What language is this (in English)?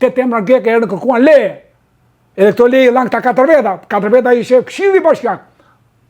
Albanian